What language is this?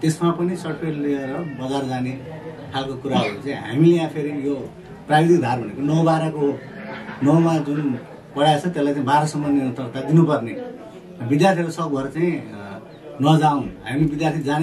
Nepali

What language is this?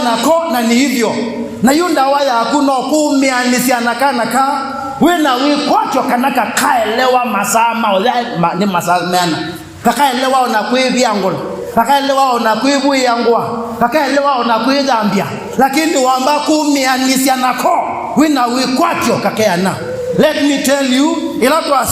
Kamba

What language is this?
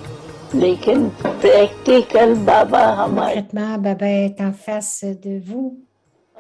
French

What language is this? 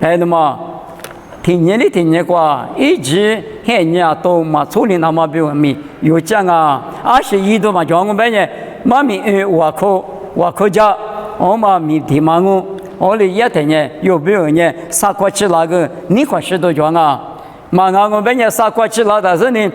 Lisu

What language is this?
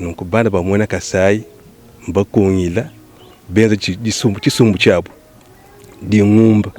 Luba-Lulua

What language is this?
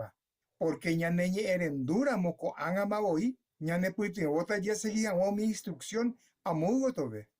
Guarani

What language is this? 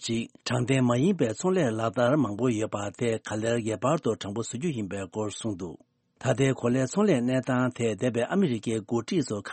Tibetan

